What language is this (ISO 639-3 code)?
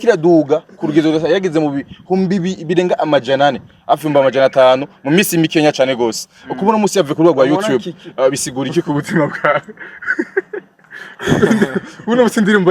run